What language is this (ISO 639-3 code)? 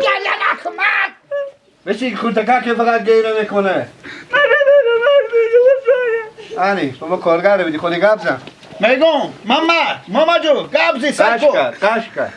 fas